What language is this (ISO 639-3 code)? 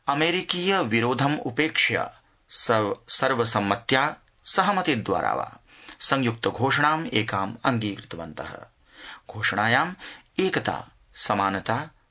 san